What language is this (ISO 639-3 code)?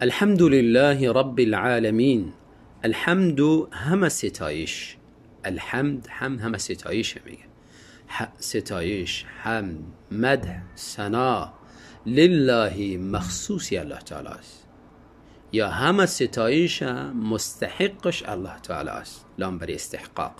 tgk